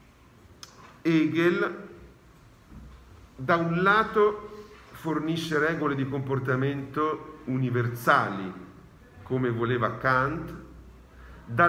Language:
Italian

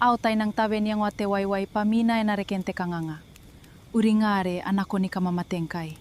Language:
Gilbertese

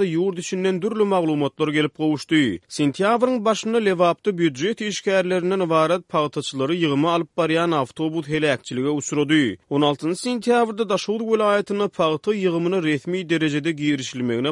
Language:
Turkmen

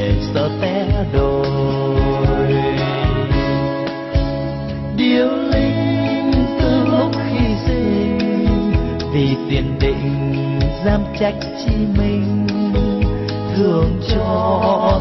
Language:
Vietnamese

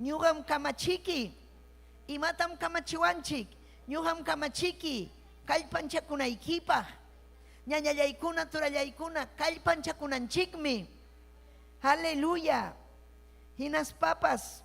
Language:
Ayacucho Quechua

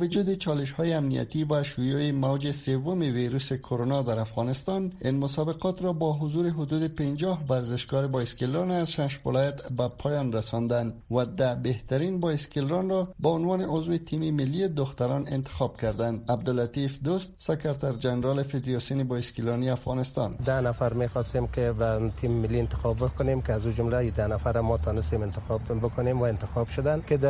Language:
Persian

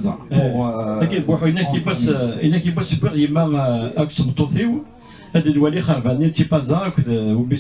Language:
Kabyle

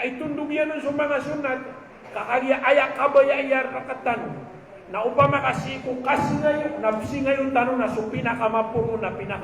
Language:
Maranao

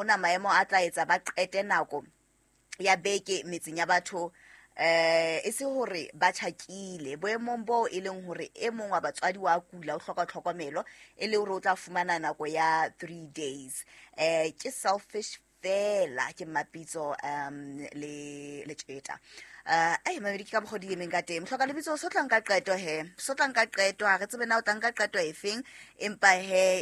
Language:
Southern Sotho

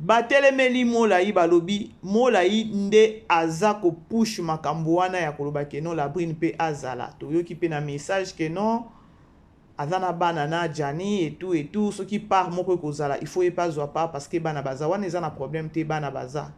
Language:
Lingala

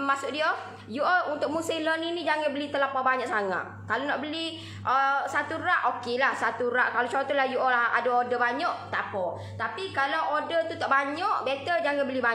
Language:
Malay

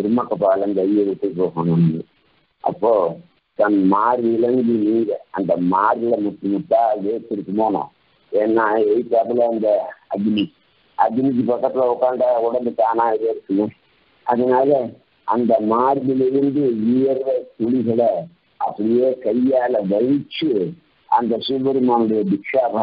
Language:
Tamil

